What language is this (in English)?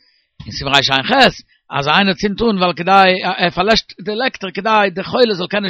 Yiddish